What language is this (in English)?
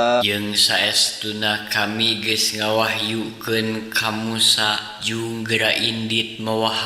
Sundanese